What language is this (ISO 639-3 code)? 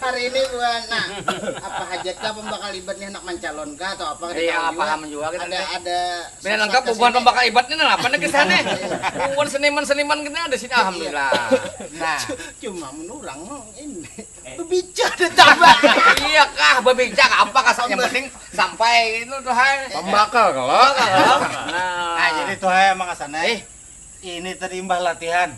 bjn